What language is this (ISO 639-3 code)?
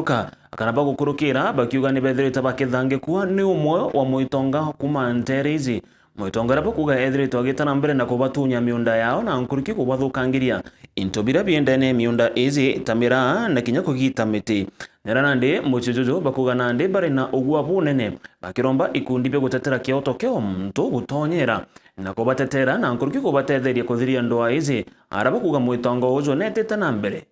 mer